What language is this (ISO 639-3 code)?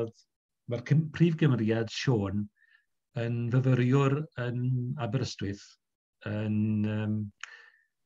cym